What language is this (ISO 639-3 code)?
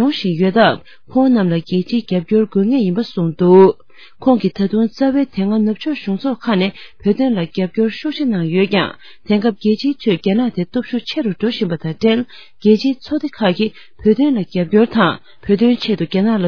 bod